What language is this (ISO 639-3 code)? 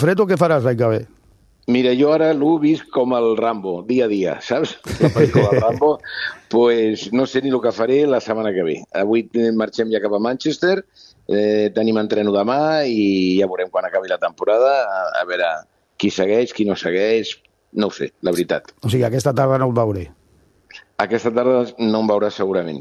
cat